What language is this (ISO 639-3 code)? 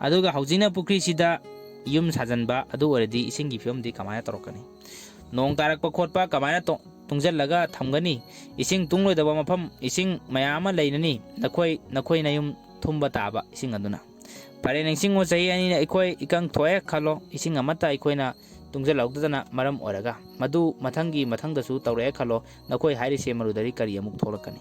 mni